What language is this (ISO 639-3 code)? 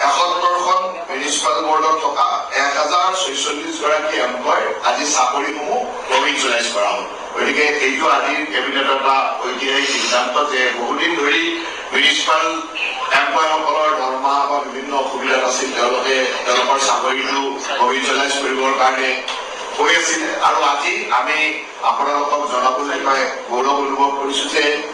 asm